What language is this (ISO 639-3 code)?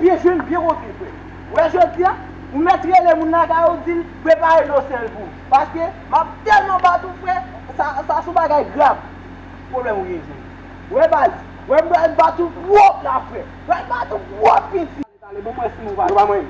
hat